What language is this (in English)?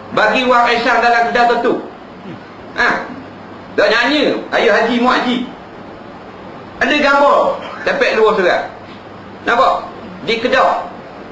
Malay